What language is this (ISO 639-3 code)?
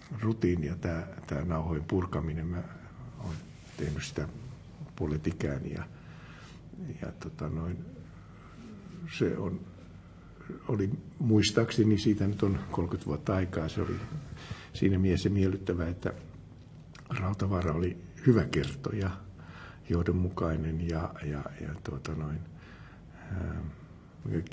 fin